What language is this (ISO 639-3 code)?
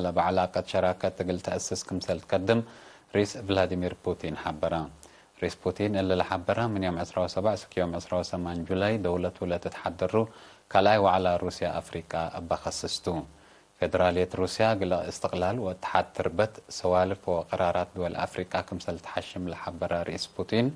tig